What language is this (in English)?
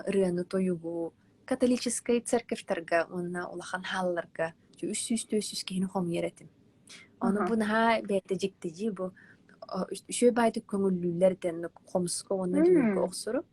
Yakut